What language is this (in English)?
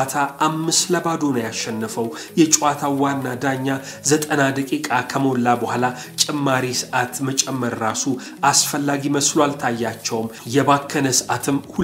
Amharic